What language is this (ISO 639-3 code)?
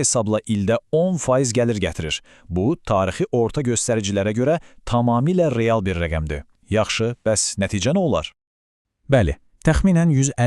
aze